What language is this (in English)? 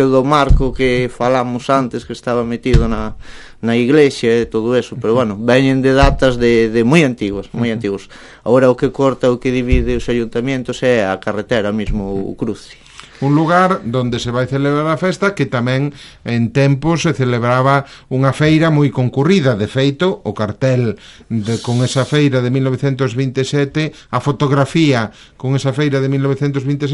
Galician